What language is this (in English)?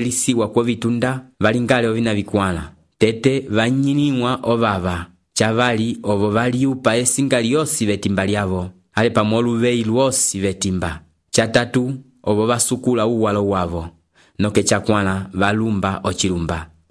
Umbundu